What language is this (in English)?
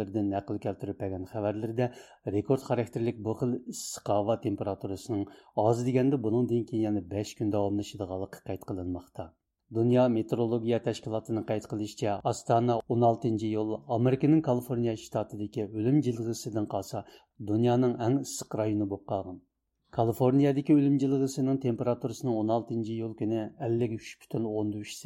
Uyghur